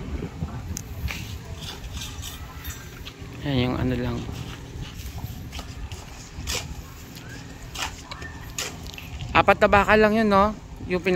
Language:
Filipino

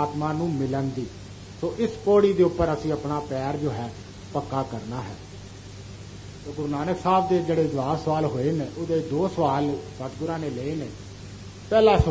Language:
Punjabi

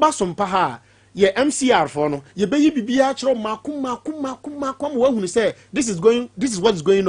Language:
Akan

